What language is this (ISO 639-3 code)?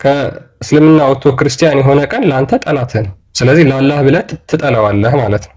amh